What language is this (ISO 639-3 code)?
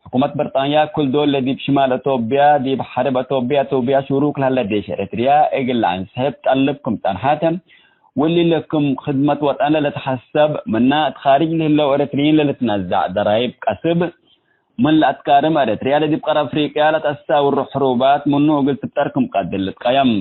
tig